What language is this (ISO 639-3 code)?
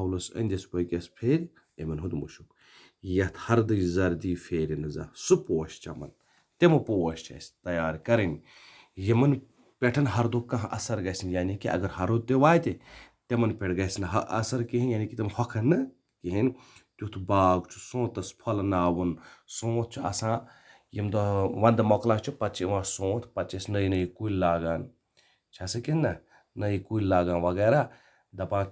kas